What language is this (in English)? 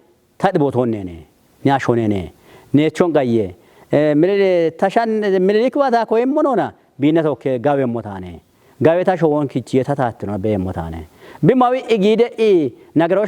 Kafa